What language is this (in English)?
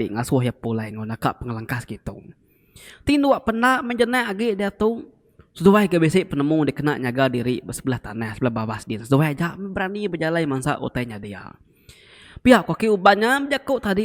Iban